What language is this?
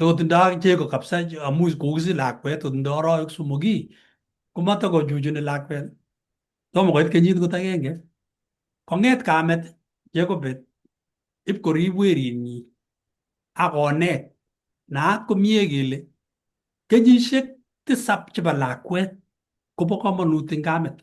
Kalenjin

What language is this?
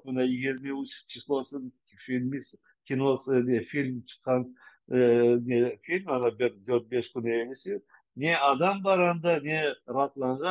Crimean Tatar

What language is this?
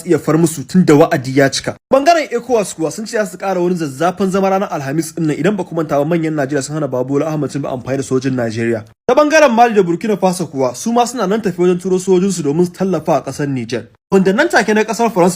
Hausa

